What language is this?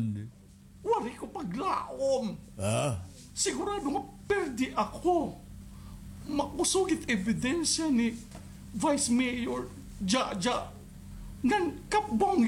Waray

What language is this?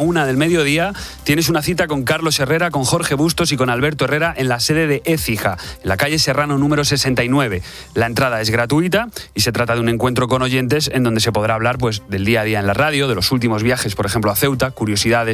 Spanish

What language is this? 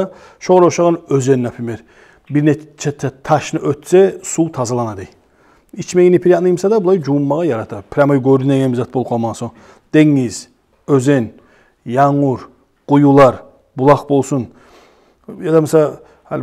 Kumyk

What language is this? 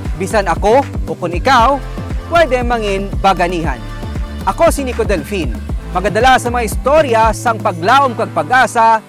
Hiligaynon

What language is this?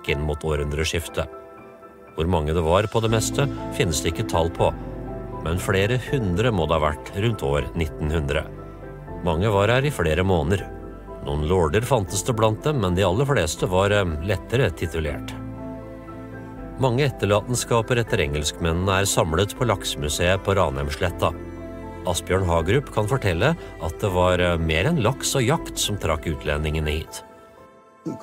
Norwegian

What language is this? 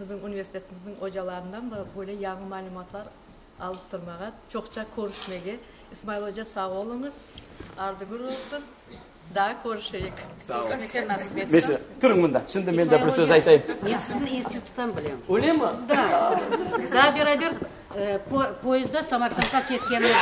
Crimean Tatar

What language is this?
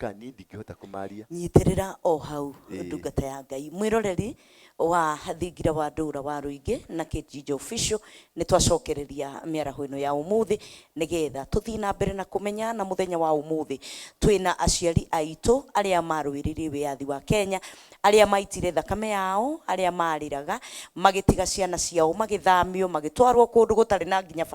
Kikuyu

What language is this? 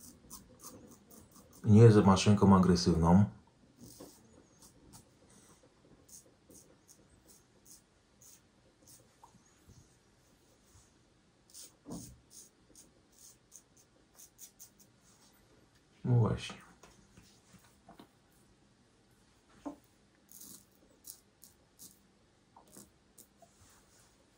Polish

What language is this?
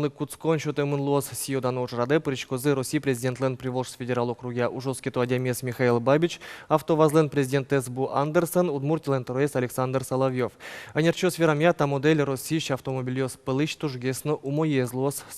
Udmurt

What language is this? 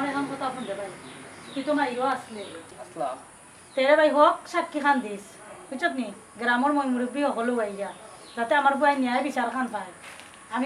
Sylheti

